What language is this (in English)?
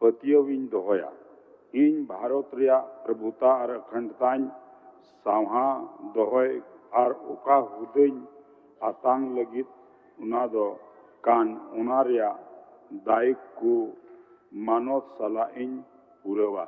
Santali